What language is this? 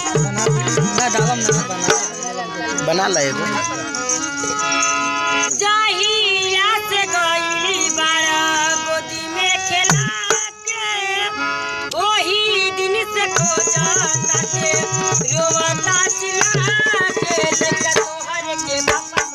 Bhojpuri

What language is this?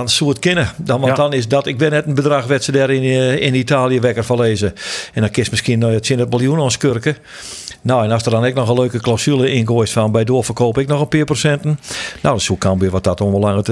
Western Frisian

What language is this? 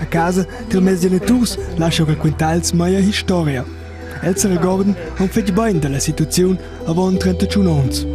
Romansh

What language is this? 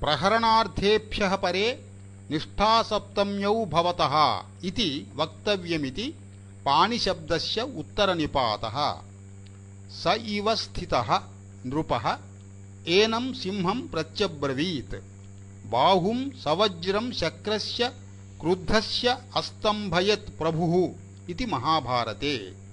Sanskrit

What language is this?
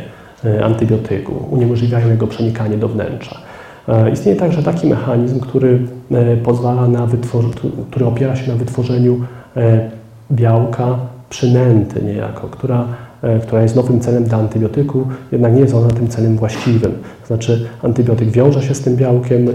Polish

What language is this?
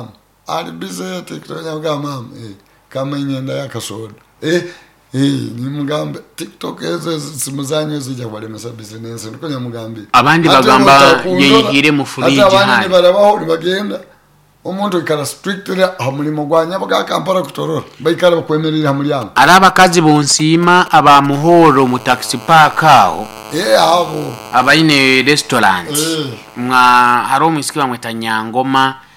Nyoro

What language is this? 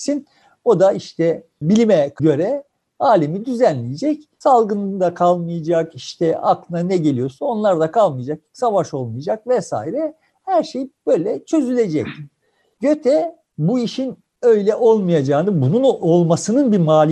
Turkish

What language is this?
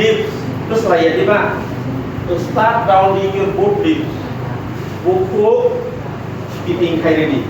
Kok Borok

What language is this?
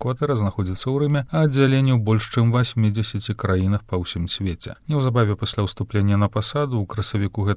Belarusian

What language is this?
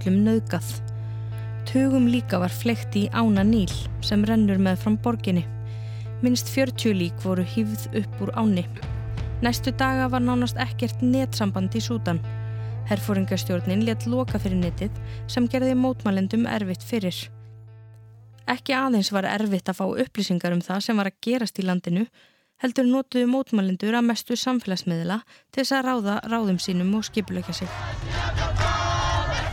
Icelandic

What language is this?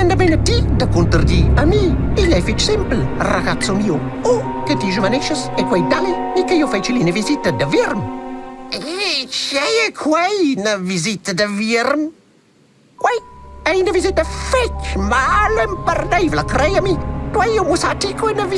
Romansh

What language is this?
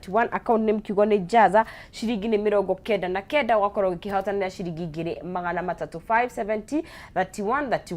Kikuyu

